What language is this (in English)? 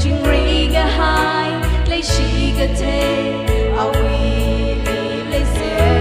Tangkhul Naga (India)